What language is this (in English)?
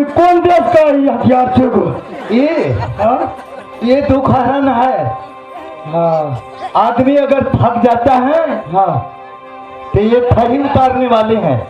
Maithili